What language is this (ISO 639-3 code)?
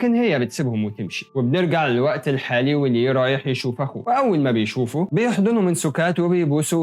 arz